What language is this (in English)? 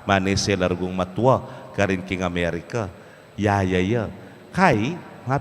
Pampanga